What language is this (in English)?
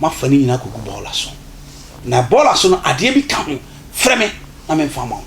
Akan